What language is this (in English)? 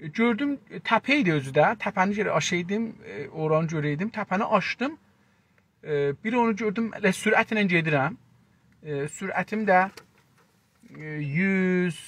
South Azerbaijani